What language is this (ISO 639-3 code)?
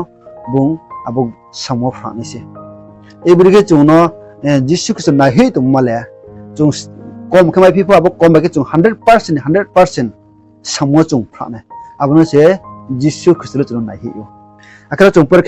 ria